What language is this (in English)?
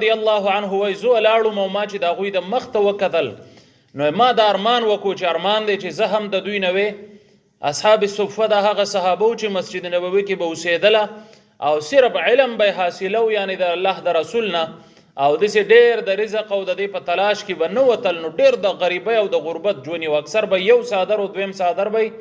Pashto